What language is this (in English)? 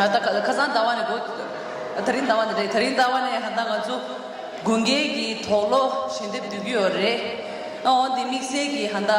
Tibetan